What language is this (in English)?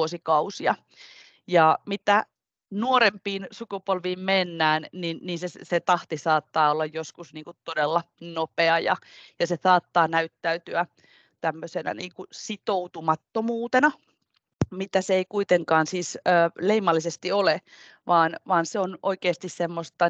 Finnish